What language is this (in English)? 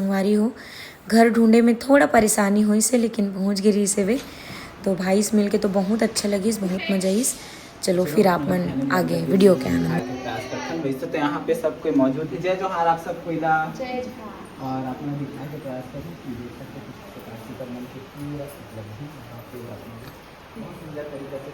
Chhattisgarhi